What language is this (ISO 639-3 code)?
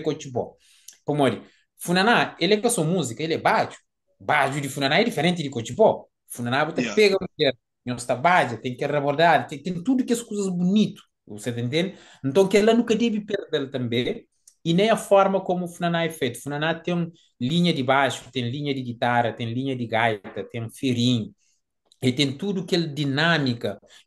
kea